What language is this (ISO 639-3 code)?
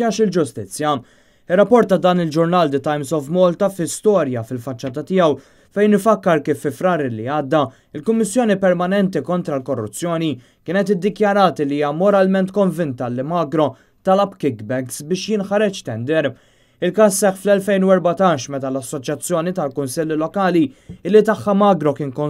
mlt